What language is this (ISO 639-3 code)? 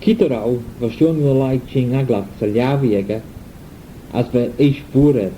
glv